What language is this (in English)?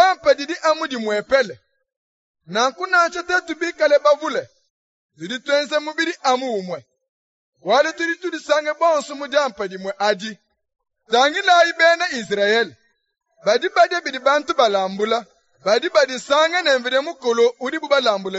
Luba-Lulua